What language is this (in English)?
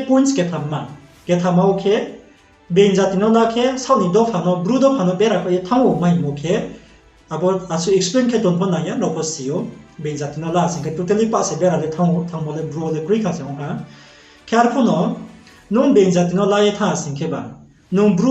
Riang (India)